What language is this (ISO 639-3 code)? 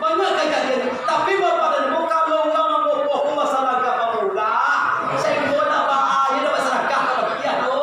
min